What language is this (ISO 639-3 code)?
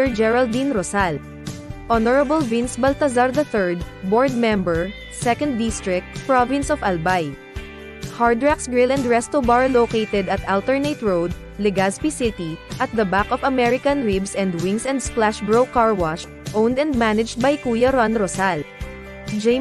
bik